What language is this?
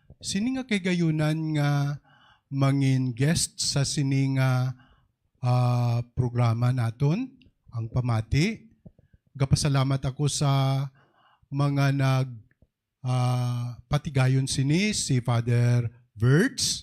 Hiligaynon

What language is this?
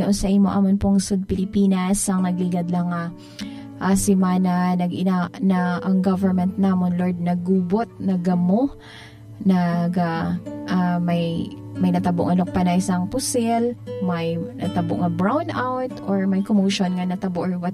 Hiligaynon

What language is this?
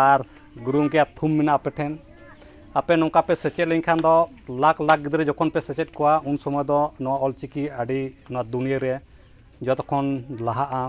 Santali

